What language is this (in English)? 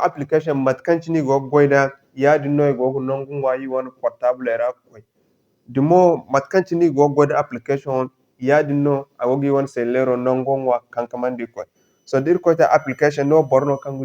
Zarma